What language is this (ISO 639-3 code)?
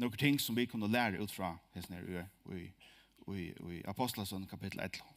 fao